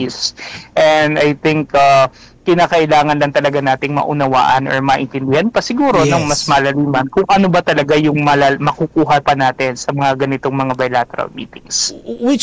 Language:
Filipino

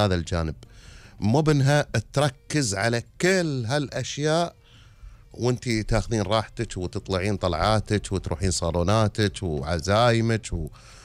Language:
Gulf Arabic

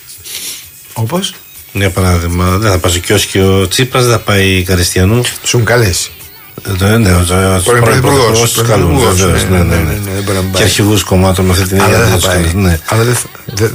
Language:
Greek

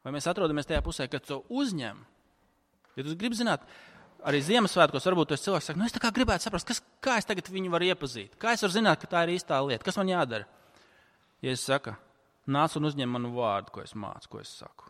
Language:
Latvian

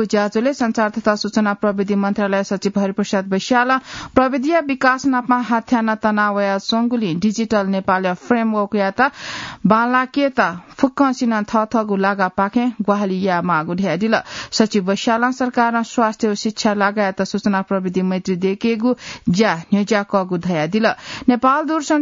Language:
Newari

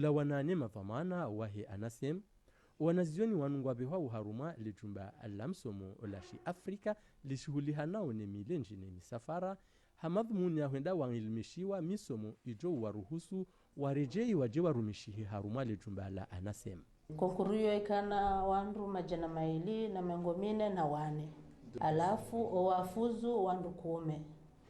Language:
Ngazidja Comorian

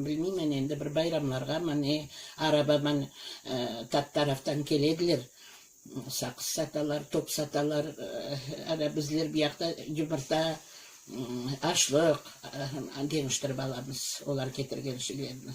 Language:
Crimean Tatar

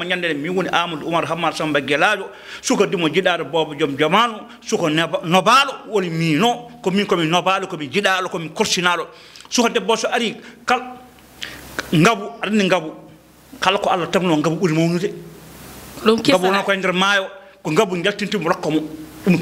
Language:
Fula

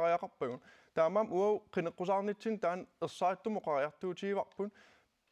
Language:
Kalaallisut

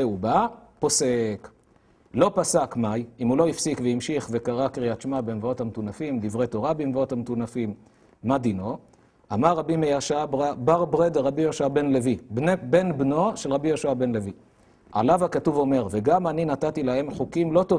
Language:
Hebrew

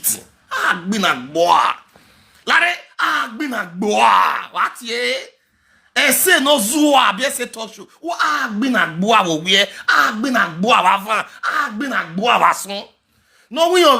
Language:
Nigerian Pidgin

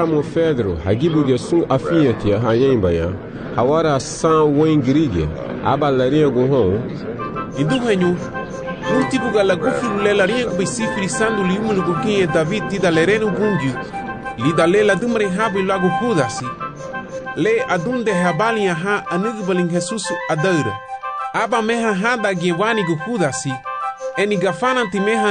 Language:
Garifuna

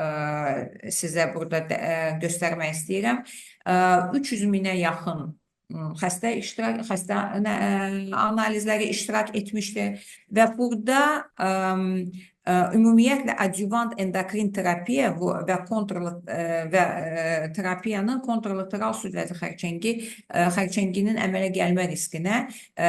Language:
Azerbaijani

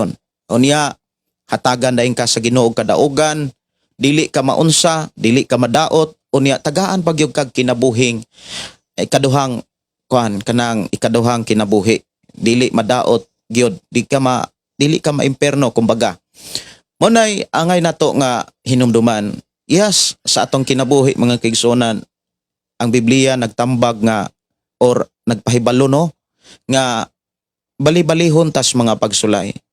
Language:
Cebuano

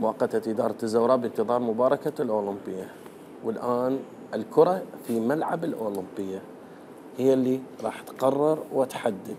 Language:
Mesopotamian Arabic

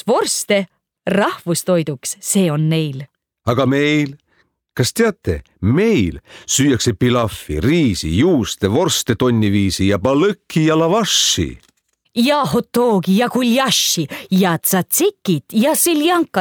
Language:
Estonian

